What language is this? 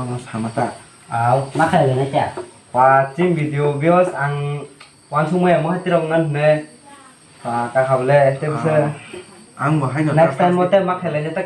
Kok Borok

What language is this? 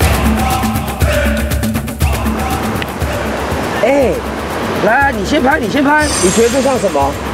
Chinese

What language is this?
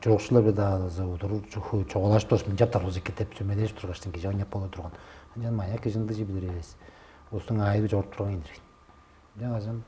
Tuvinian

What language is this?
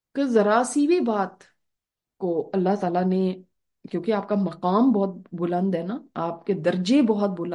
Urdu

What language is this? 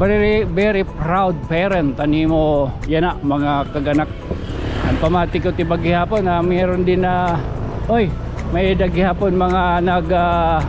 Waray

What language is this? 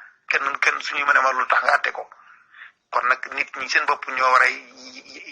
Wolof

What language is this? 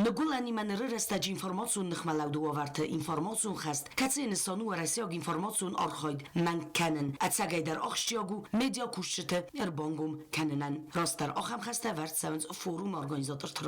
Ossetic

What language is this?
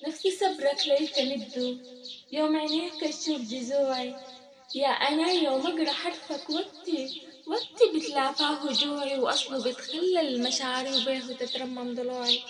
Sudanese Arabic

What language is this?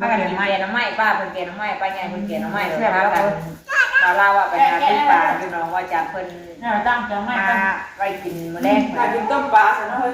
Northeastern Thai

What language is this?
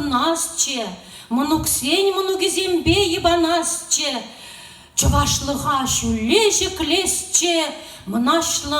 Chuvash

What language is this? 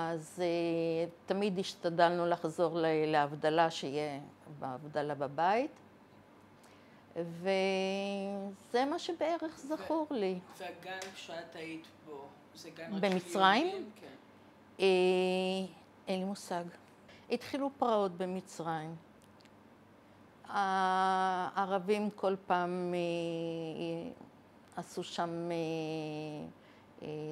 Hebrew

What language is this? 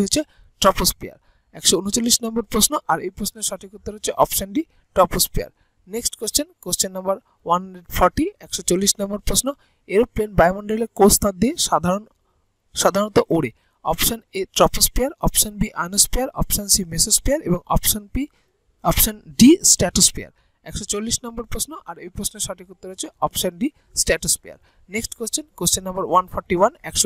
Bangla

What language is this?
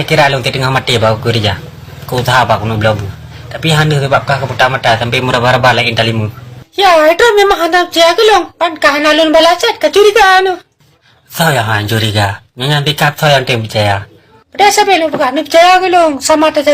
Achinese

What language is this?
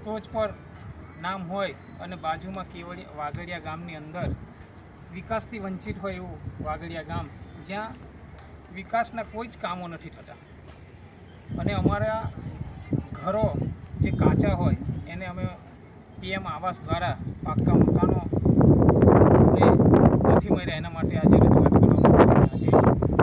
Gujarati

